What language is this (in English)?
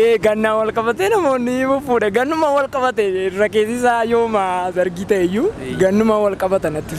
Oromo